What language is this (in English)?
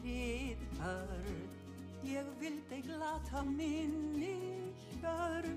Icelandic